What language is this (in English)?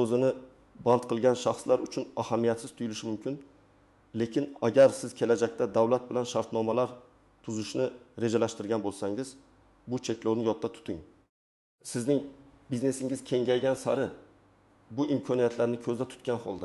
Uzbek